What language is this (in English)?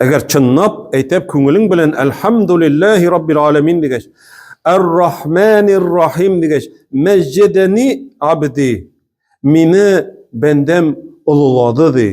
Tatar